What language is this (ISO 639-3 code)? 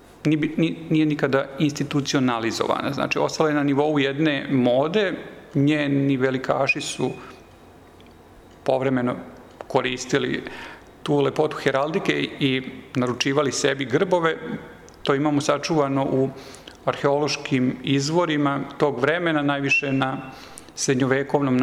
srp